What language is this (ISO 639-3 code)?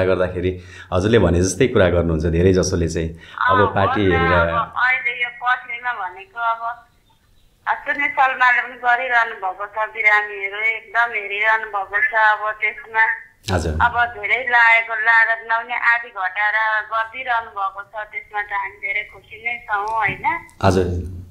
nep